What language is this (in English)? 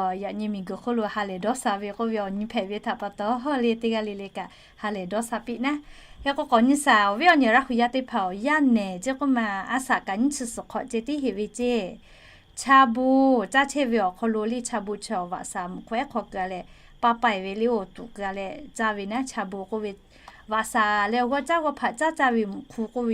Lahu